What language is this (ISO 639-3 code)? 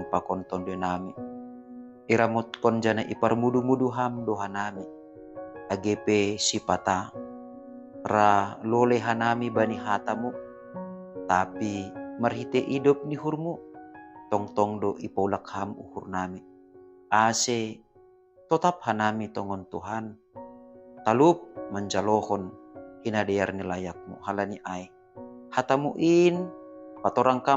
bts